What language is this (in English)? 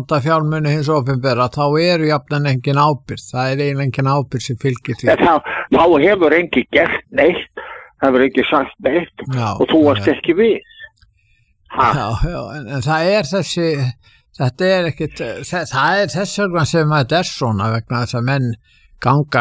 Icelandic